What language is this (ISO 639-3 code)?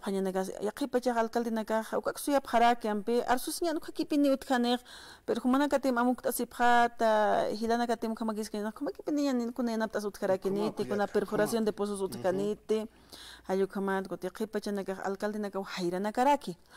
aym